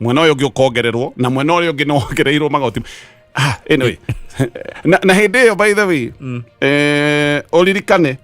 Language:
Kikuyu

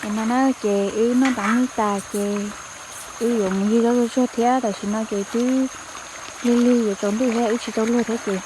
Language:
Hmong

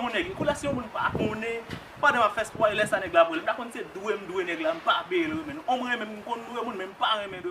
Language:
Haitian Creole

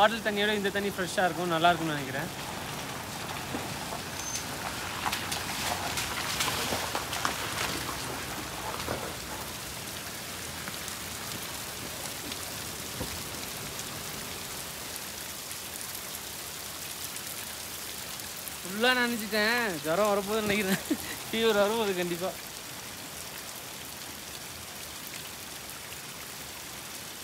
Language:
Tamil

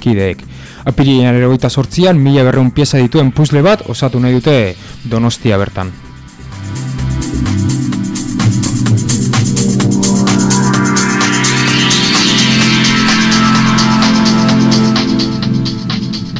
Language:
Basque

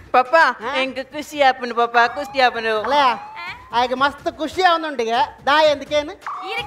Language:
Tulu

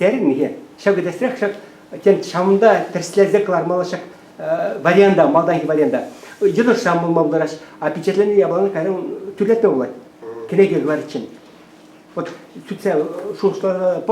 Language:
Chuvash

